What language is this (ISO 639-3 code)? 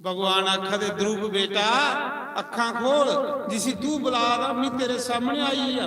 doi